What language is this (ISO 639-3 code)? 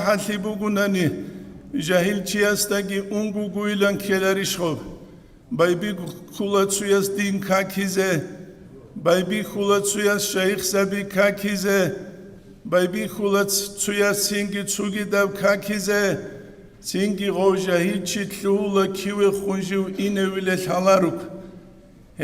ava